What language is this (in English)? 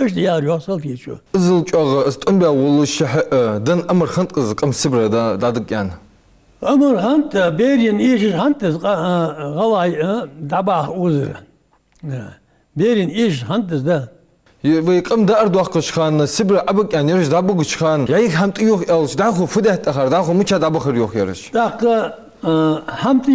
Ingush